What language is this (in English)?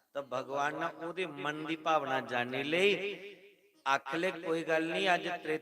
Dogri